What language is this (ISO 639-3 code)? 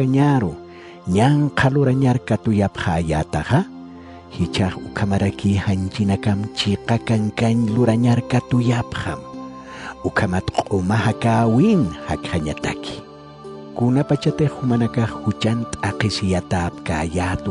aym